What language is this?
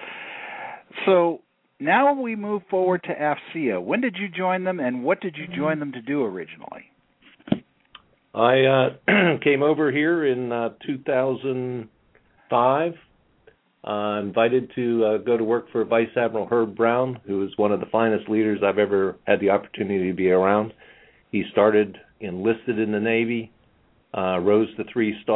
English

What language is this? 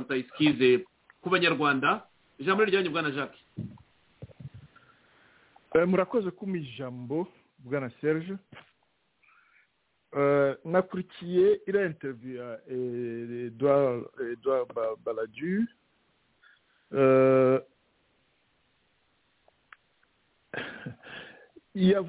Kinyarwanda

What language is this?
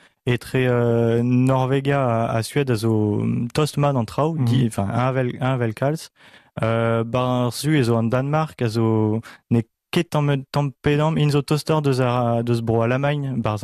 Breton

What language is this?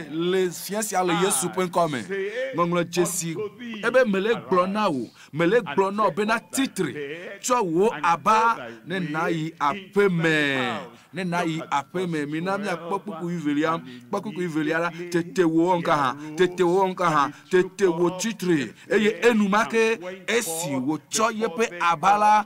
Ewe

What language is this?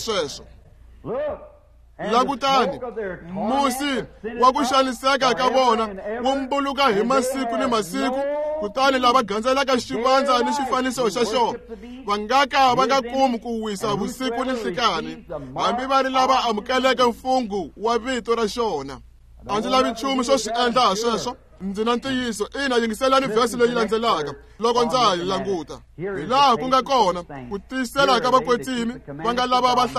Tsonga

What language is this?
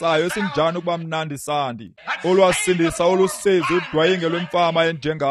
Xhosa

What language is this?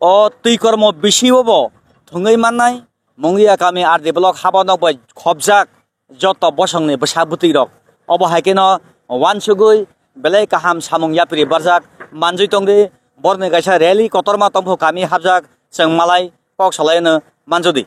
Kok Borok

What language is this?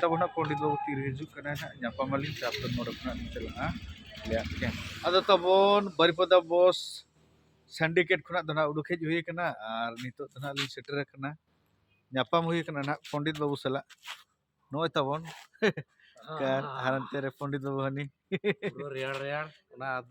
Santali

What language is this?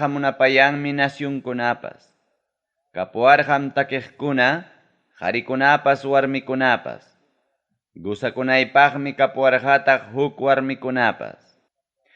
Ayacucho Quechua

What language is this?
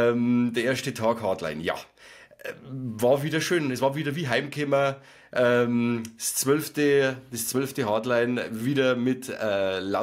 Bavarian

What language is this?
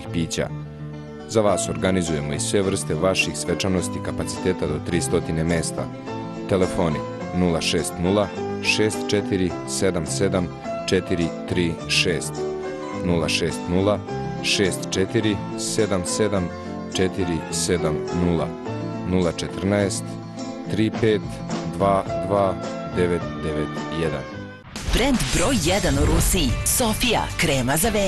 Serbian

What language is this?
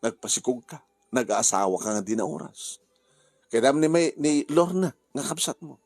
Iloko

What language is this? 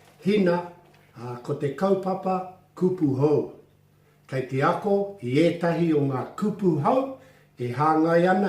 Māori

